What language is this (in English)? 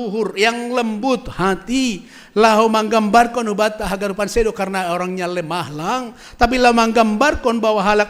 Batak Simalungun